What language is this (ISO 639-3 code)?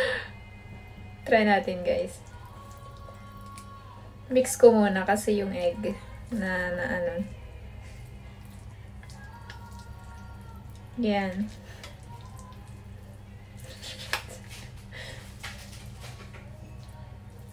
fil